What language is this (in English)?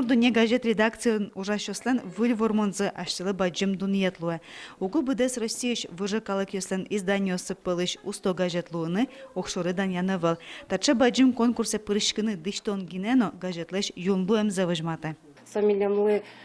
Udmurt